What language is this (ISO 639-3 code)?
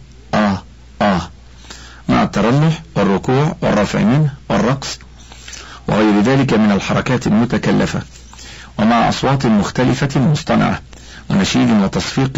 ara